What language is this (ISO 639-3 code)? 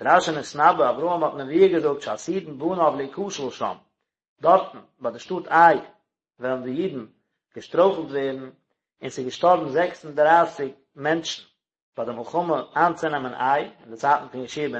yid